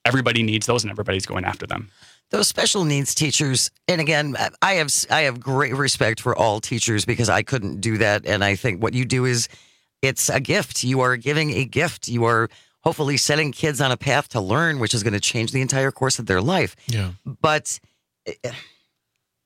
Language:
English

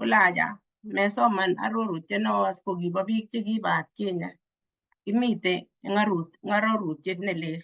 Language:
Kalenjin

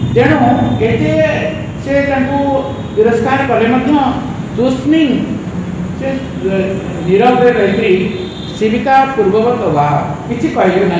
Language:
Odia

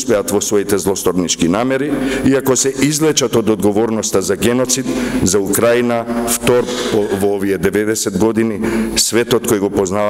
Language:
Macedonian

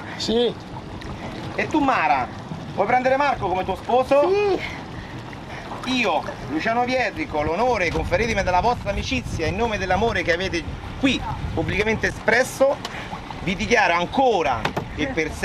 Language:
Italian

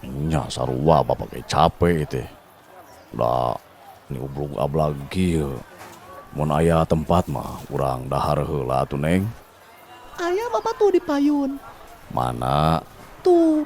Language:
Sundanese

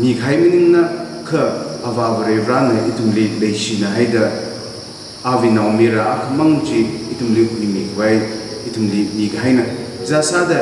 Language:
Tangkhul Naga (India)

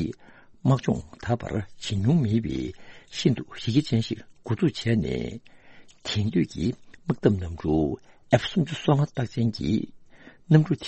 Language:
Tibetan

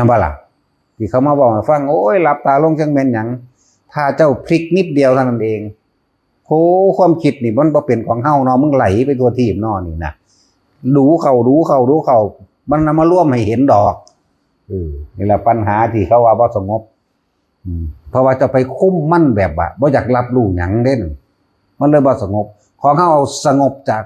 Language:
Northeastern Thai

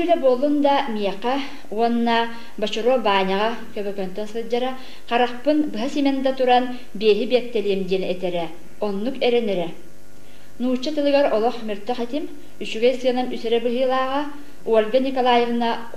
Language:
Yakut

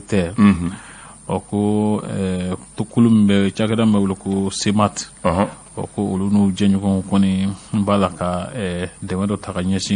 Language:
Bambara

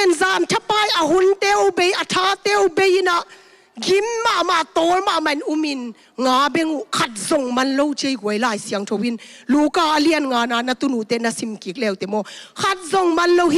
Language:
Tedim Chin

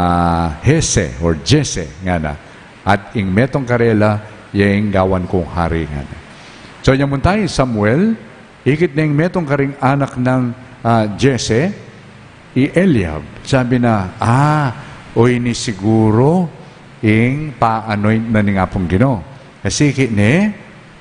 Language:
Pampanga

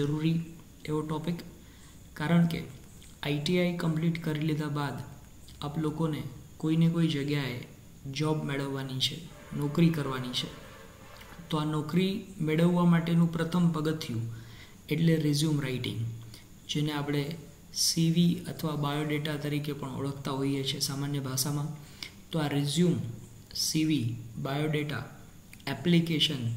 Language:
Gujarati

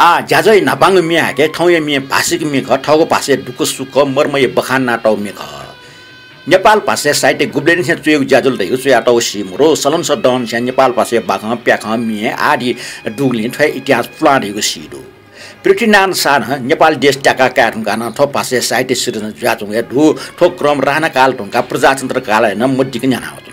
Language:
Newari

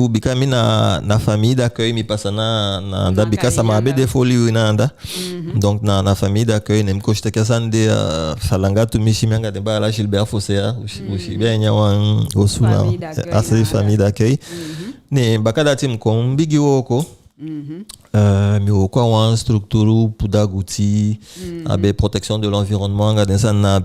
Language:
Eastern Maroon Creole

